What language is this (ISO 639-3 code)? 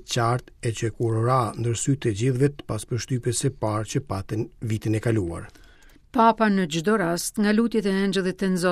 sqi